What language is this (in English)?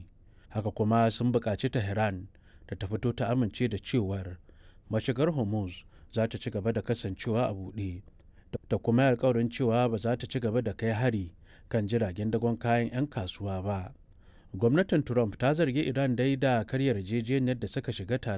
Hausa